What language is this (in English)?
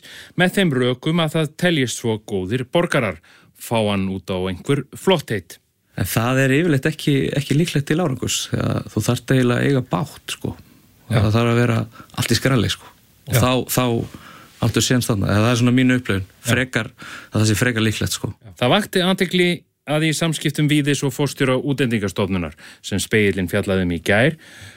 Icelandic